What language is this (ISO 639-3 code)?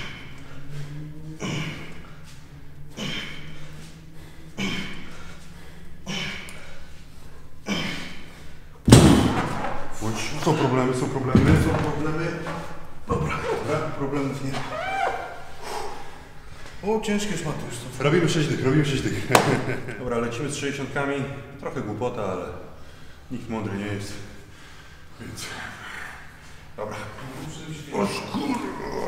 pol